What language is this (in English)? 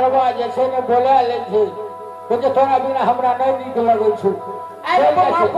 Maithili